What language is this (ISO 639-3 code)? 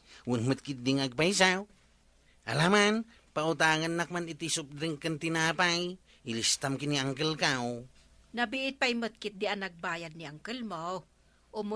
ilo